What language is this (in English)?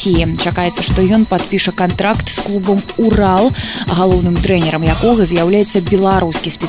Belarusian